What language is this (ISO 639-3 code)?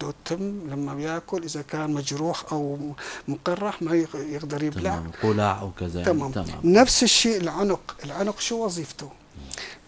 apc